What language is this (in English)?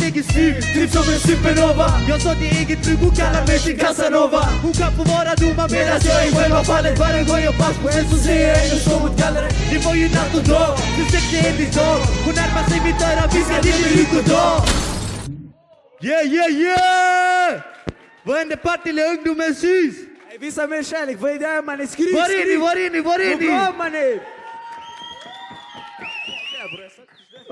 Swedish